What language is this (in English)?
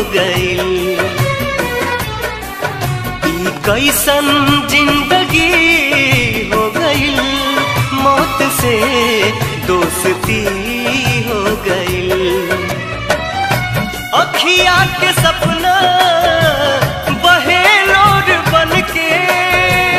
Bhojpuri